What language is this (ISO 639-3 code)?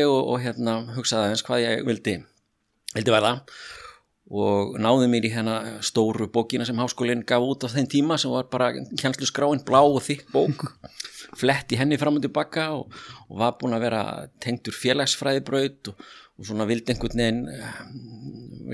isl